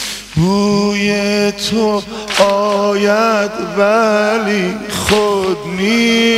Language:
Persian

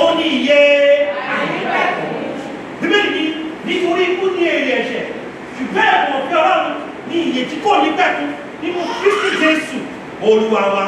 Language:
Yoruba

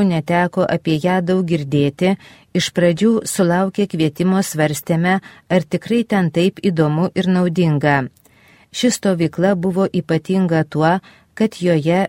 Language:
Lithuanian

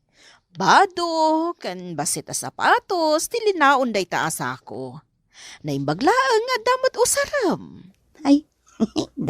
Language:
Iloko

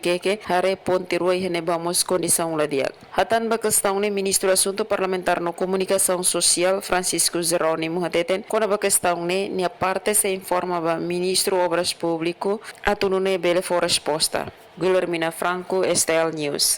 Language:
Tetum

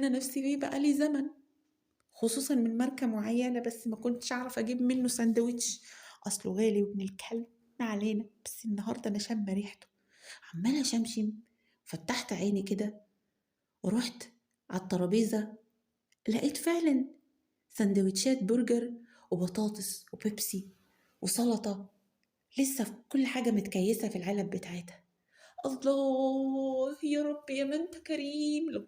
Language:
Egyptian Arabic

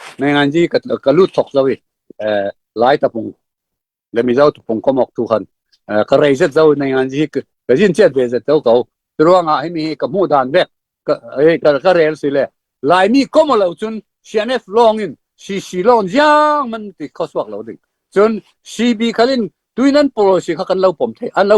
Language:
Falam Chin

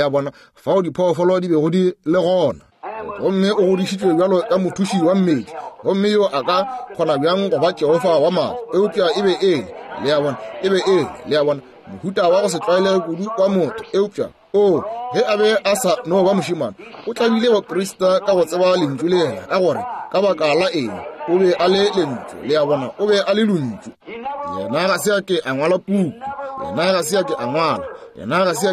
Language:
Northern Sotho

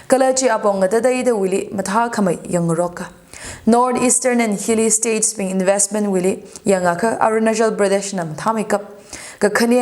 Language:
Tangkhul Naga (India)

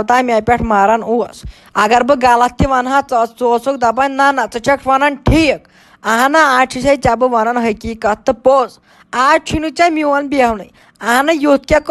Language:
Kashmiri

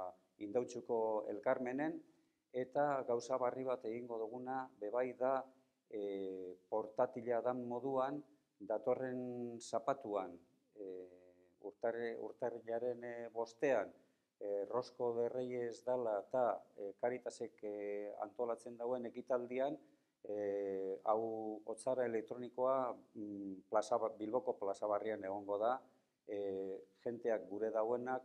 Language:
Basque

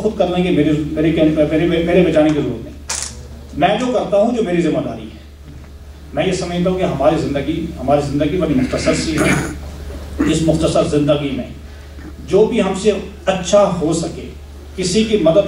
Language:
Urdu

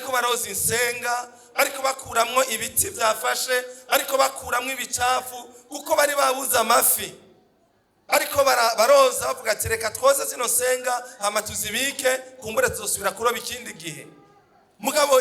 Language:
Rundi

